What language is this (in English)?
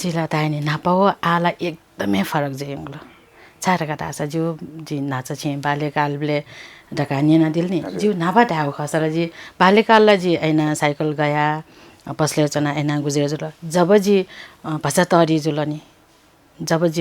Newari